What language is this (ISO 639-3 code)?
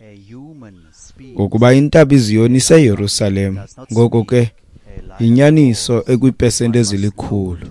xho